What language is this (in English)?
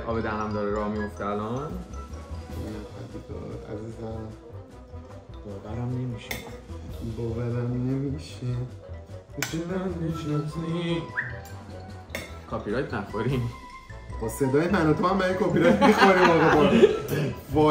Persian